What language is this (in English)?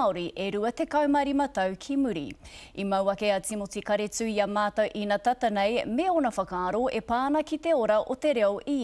Māori